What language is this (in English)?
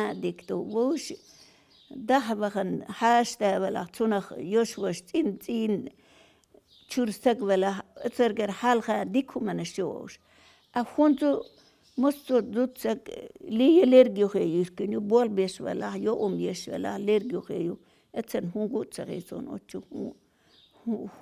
Chechen